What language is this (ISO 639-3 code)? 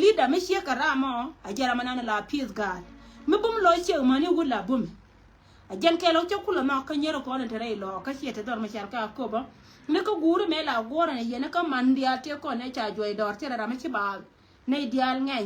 nus